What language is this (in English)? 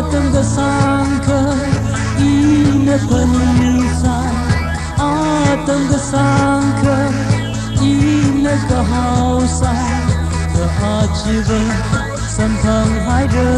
Tangkhul Naga (India)